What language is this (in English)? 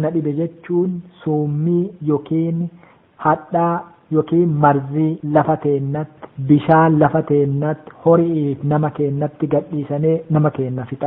Oromo